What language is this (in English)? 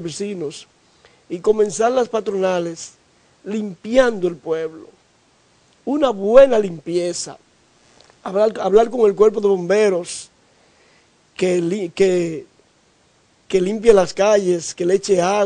Spanish